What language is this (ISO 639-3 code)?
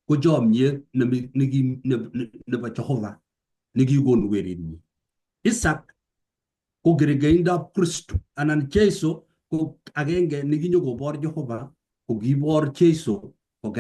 kln